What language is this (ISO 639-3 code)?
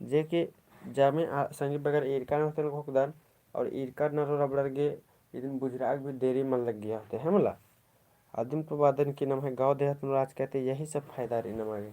kru